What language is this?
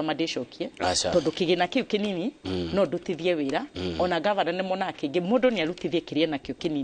Kikuyu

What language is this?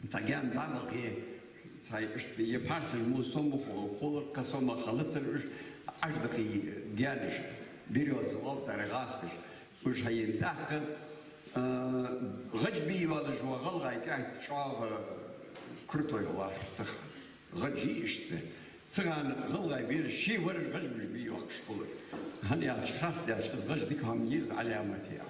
Ingush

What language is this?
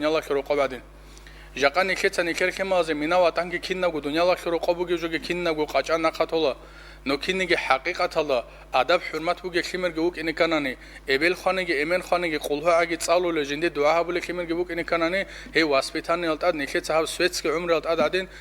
Avaric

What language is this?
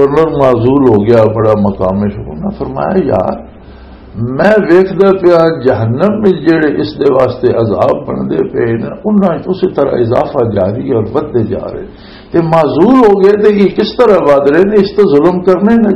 Western Panjabi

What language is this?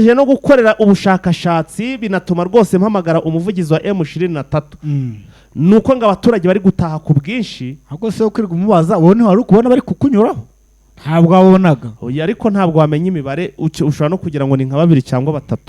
Kinyarwanda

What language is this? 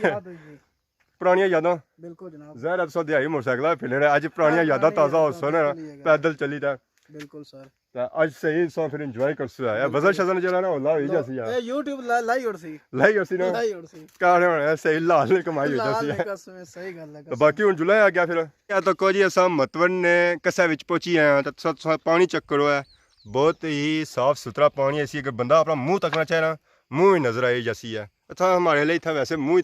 Pahari-Potwari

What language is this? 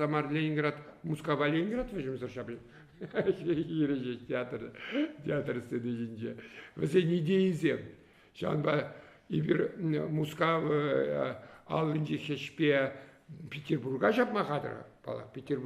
Chuvash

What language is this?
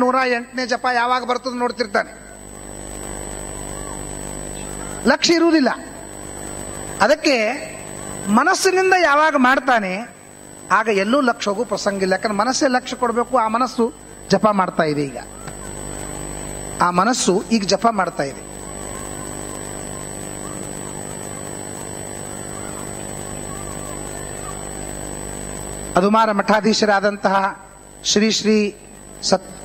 Kannada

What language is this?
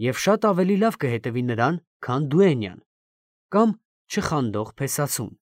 Armenian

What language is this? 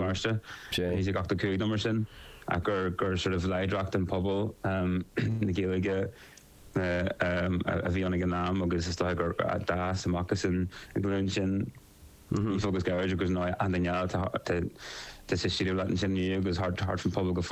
Irish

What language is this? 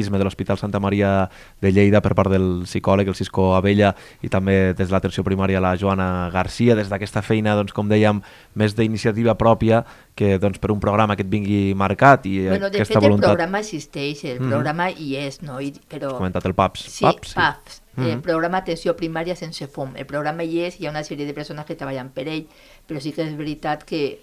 Catalan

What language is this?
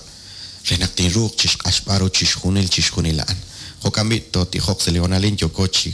Kekchí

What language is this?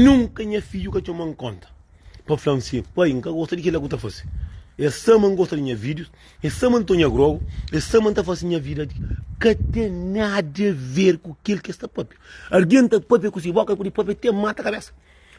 Kabuverdianu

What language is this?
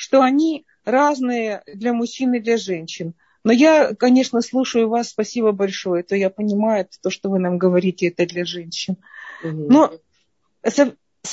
Russian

